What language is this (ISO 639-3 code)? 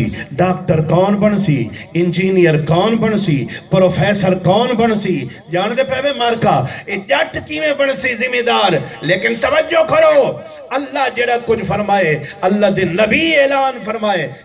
skr